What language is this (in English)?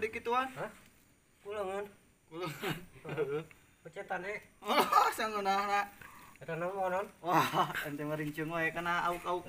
Sundanese